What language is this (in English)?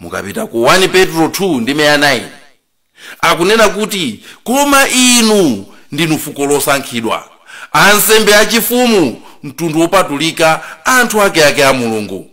Nyanja